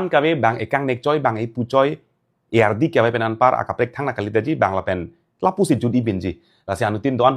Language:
Karbi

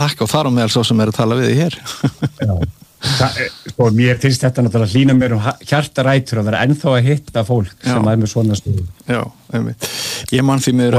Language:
Icelandic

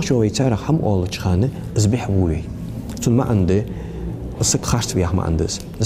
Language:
Ingush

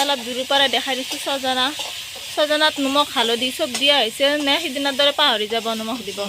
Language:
Assamese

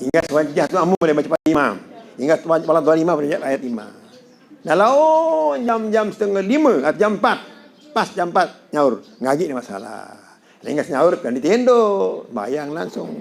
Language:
Sasak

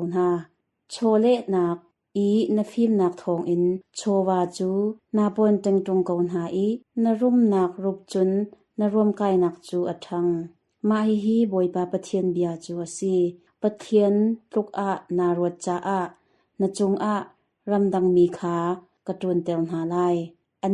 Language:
Hakha Chin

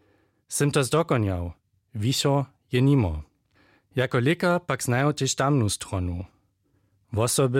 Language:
Upper Sorbian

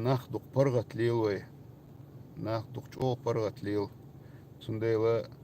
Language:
Chechen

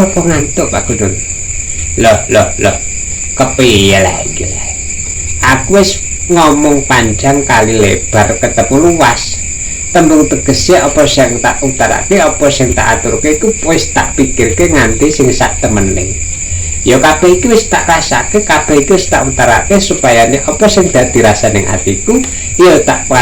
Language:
Javanese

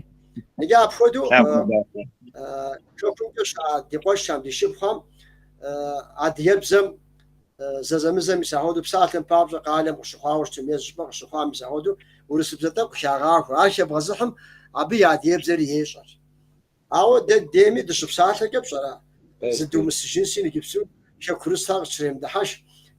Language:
Kabardian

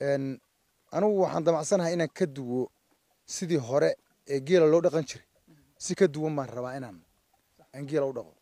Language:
Somali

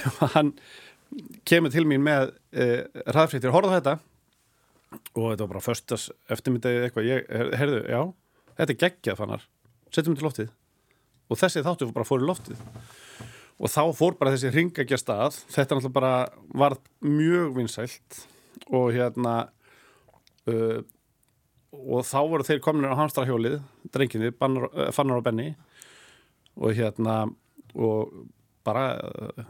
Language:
Icelandic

